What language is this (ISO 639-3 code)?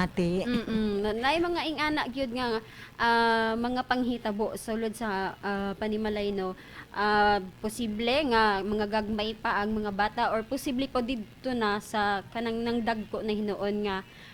ceb